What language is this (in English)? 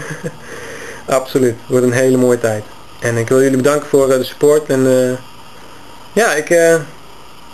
Dutch